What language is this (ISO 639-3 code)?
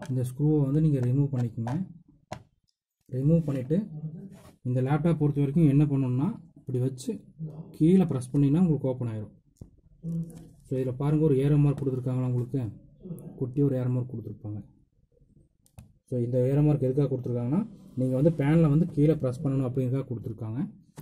tam